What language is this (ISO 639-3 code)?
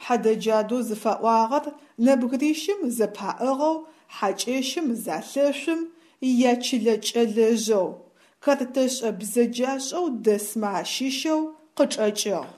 ady